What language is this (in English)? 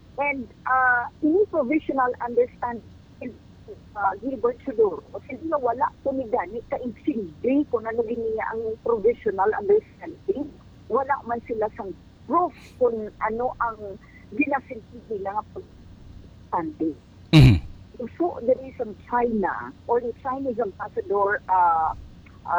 Hiligaynon